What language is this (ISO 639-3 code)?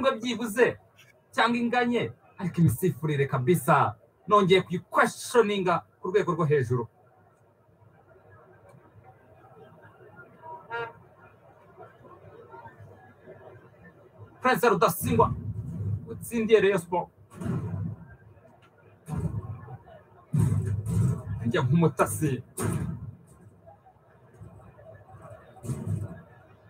kin